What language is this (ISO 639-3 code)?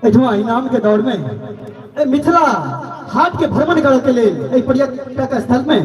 mai